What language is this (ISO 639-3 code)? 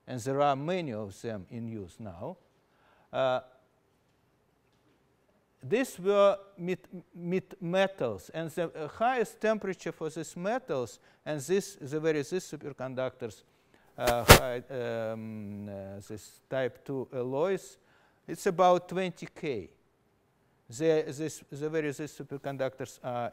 eng